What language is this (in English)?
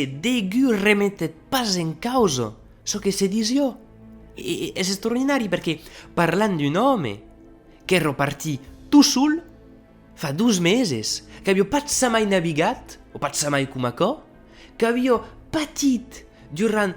Occitan